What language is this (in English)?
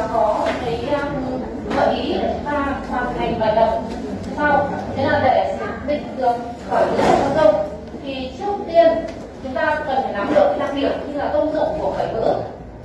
Vietnamese